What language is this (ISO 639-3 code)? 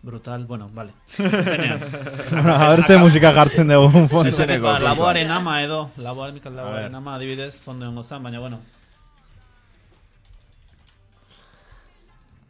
eus